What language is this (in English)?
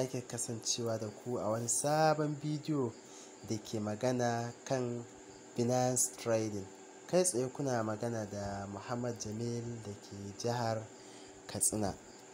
Hausa